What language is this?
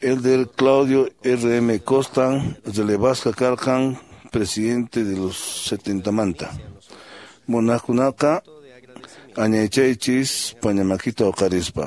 Quechua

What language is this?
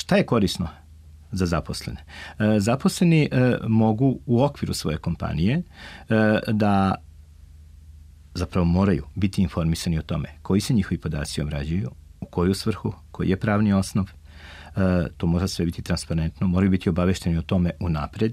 Serbian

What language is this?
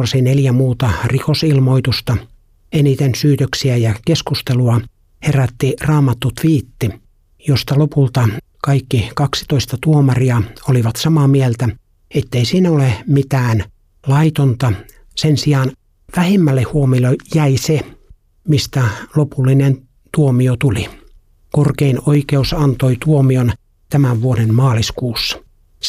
Finnish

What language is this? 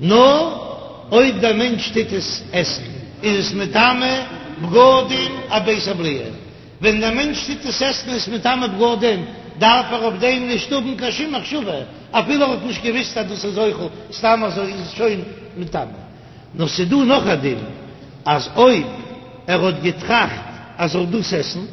Yiddish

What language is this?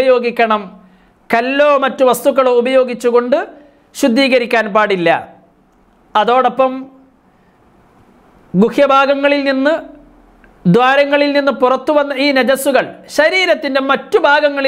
Malayalam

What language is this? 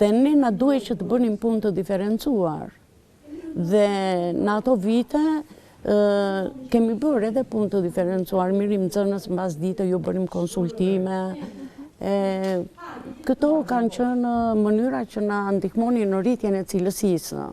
Albanian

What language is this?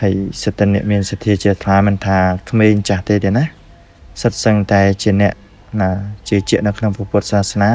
Khmer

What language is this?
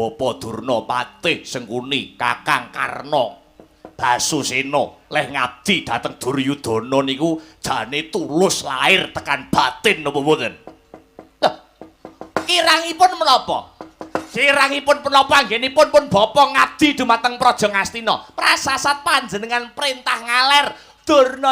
Javanese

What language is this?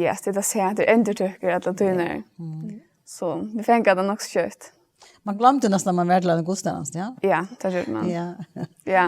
Faroese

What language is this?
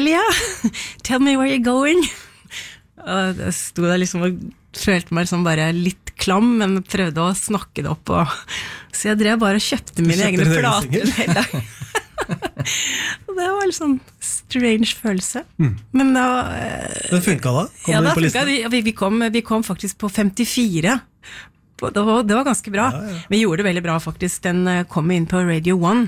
Norwegian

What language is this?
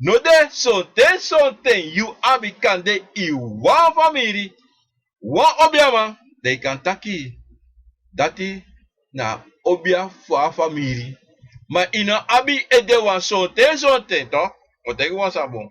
Sranan Tongo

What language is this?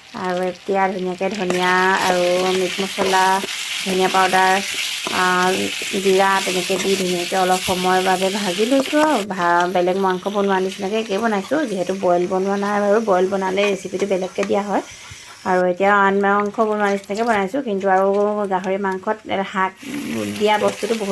Assamese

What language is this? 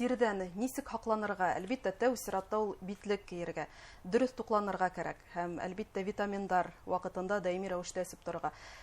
Bashkir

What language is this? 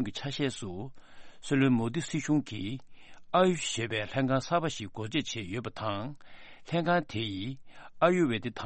Tibetan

